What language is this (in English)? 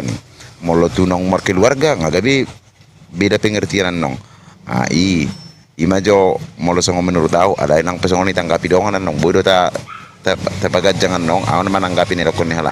Batak Toba